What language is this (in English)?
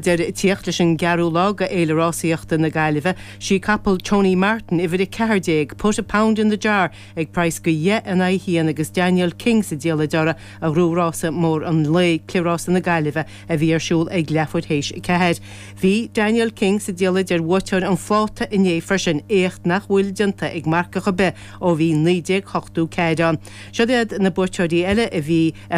Irish